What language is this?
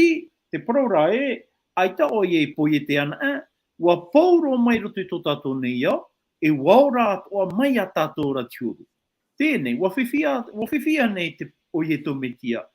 Tahitian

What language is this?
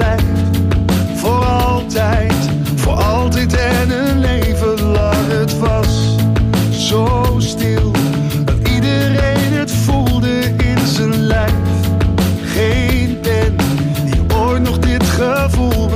Dutch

